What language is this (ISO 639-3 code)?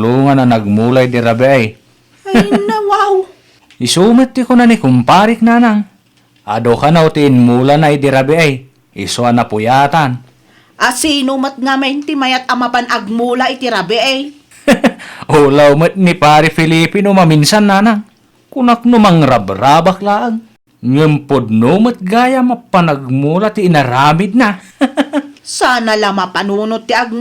ilo